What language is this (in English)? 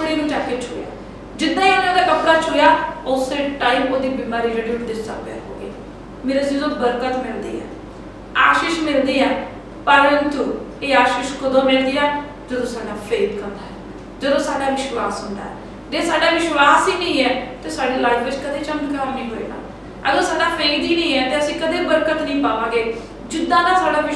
Punjabi